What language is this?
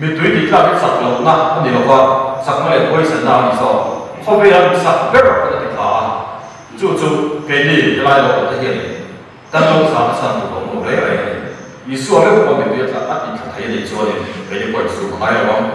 Mizo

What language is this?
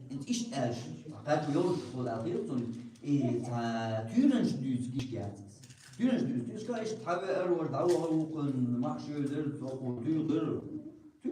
Chechen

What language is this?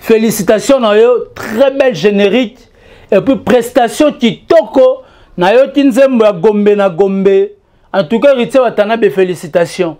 Lingala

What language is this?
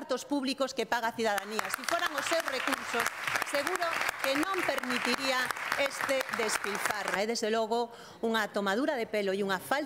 Galician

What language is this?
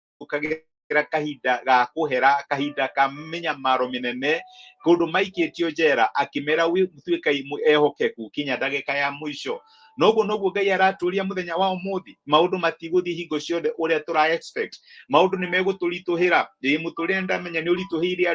Kikuyu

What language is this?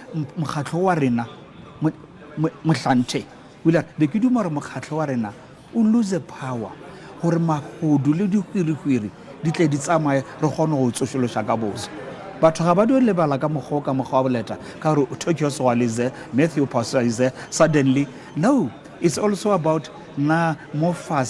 Northern Sotho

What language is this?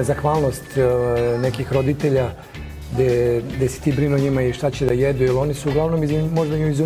Serbian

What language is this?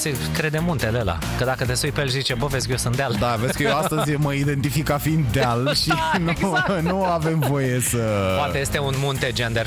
Romanian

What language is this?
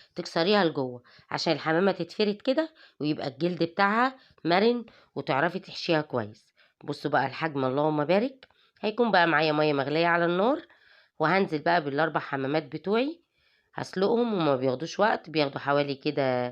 Egyptian Arabic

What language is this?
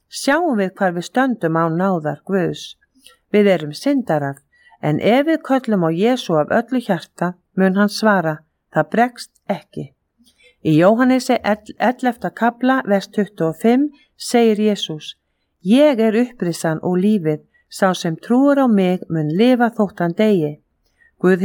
Icelandic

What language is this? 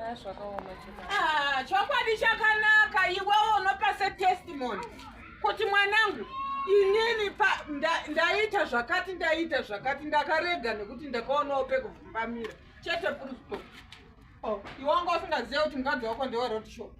Shona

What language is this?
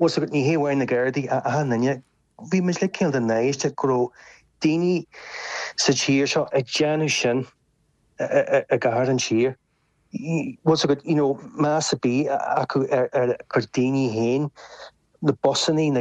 Irish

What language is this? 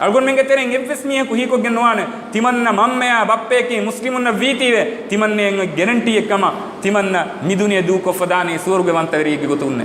Divehi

